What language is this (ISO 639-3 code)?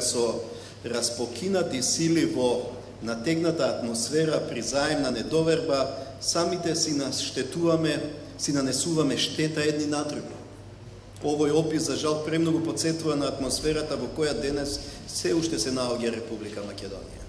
mkd